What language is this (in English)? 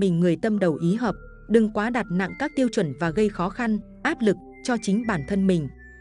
Vietnamese